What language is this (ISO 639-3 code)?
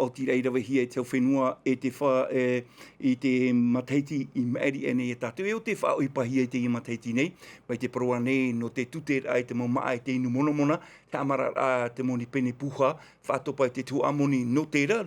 tah